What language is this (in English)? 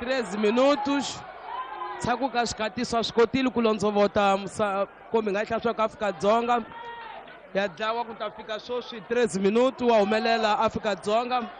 Tsonga